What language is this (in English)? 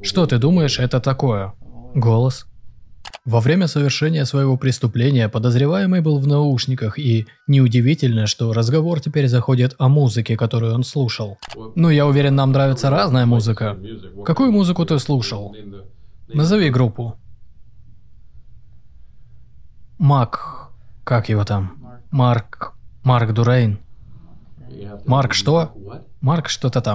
Russian